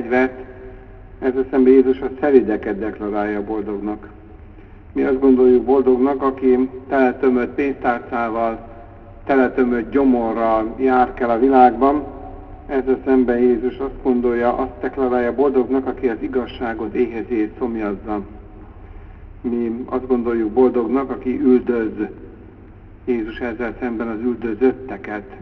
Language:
Hungarian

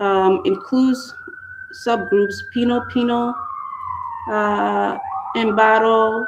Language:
Acoli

